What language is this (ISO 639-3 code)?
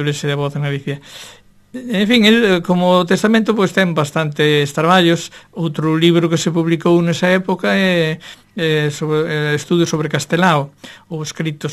glg